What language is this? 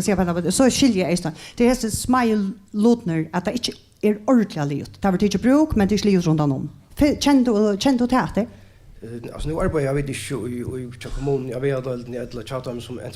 Faroese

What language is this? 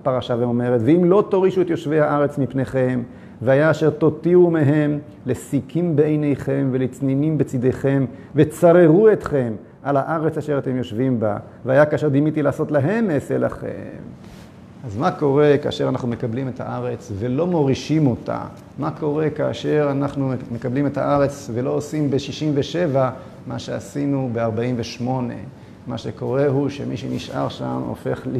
Hebrew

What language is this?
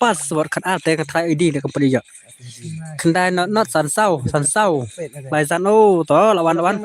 Khasi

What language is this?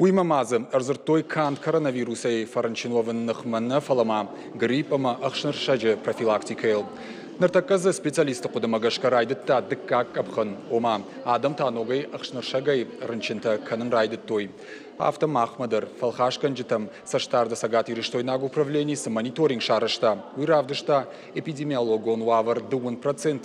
Ossetic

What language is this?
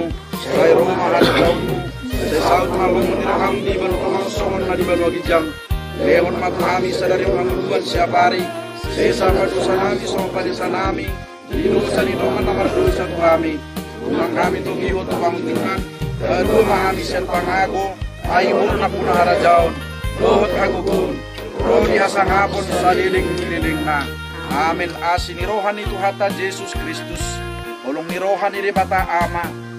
Batak Toba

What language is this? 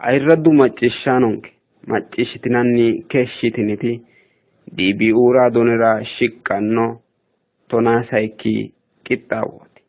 Sidamo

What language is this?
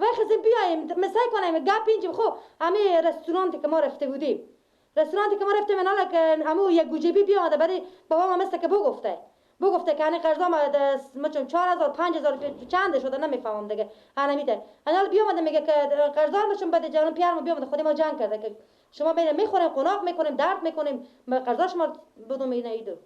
Persian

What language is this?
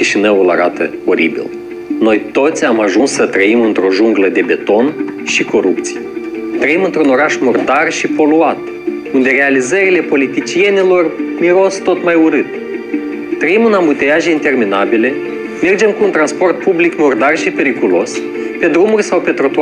Romanian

